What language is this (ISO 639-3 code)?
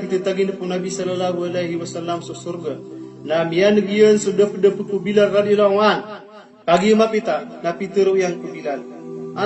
mrw